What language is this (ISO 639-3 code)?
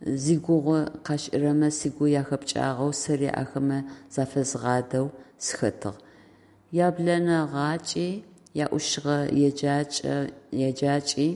ady